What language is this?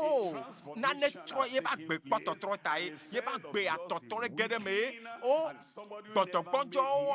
Ewe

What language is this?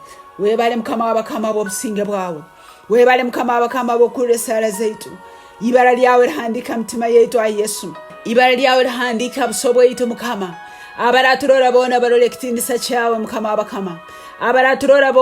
Tooro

